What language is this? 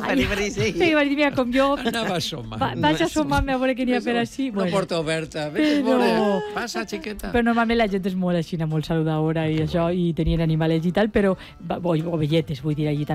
Catalan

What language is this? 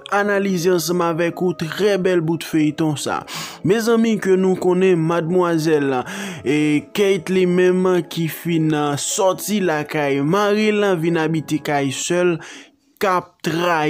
Haitian Creole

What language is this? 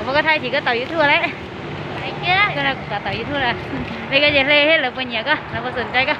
Hmong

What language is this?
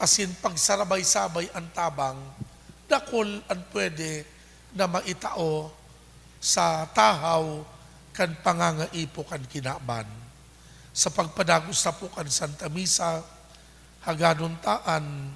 Bikol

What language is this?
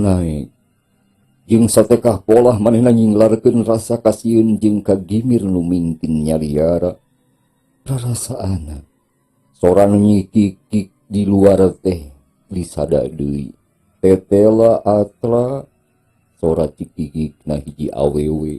Sundanese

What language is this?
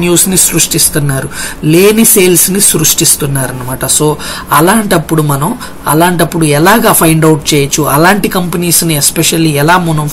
Telugu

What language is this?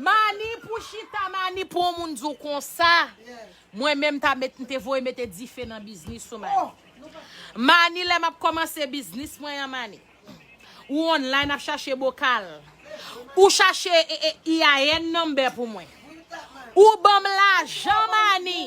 Haitian Creole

